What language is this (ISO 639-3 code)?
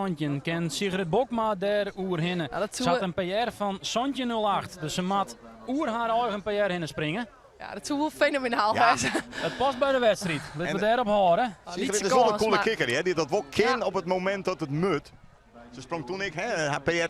fry